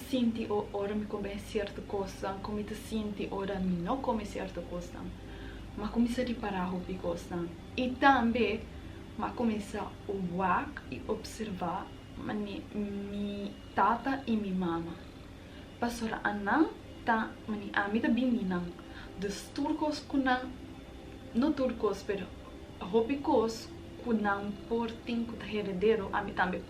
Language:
Papiamento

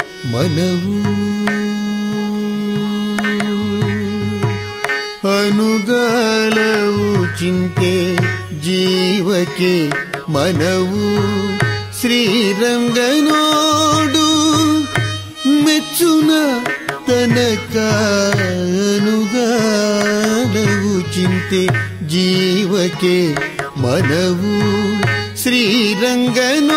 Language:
Kannada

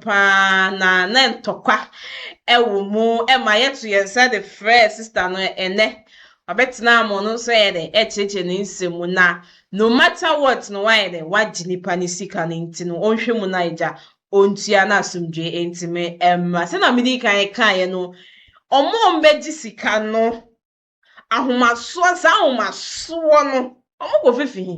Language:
Akan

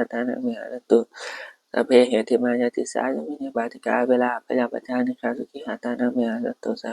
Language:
Pali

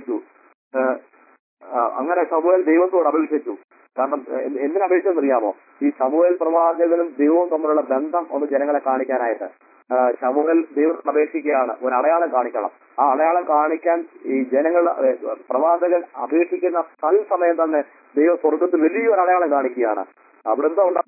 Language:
Malayalam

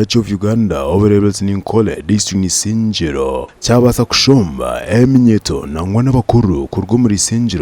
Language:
Nyankole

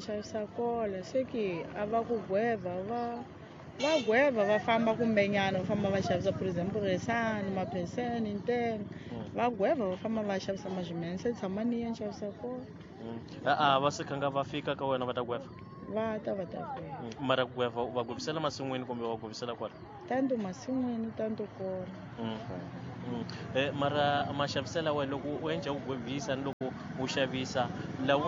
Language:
Tsonga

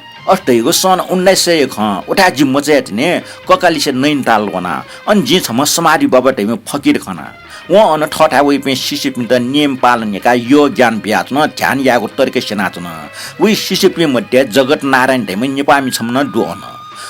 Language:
Newari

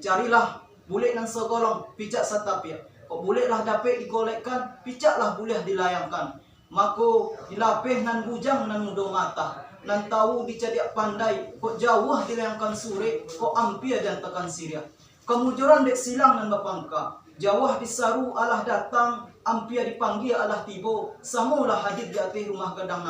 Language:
Minangkabau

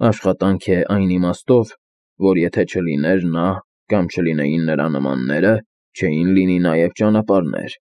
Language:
Armenian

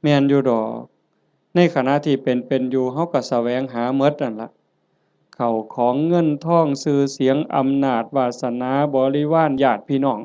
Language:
Northeastern Thai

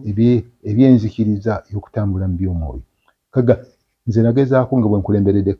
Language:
Ganda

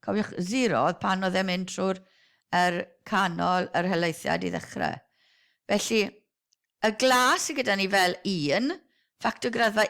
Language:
Welsh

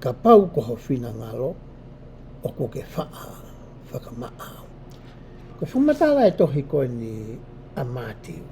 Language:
Tongan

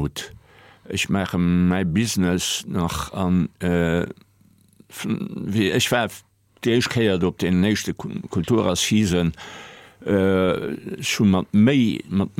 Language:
Luxembourgish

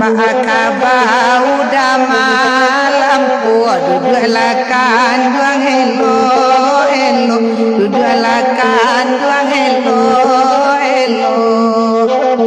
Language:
Minangkabau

